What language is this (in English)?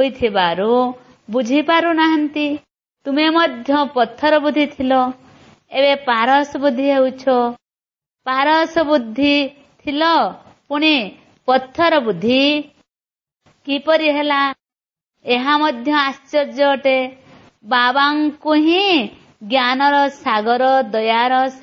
Odia